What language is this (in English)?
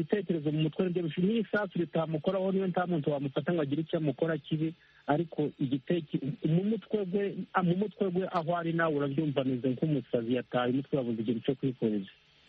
Kinyarwanda